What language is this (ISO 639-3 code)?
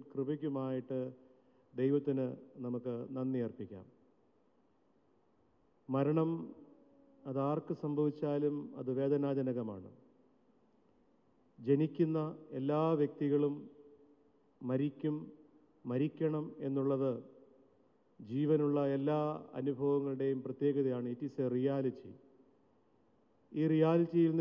mal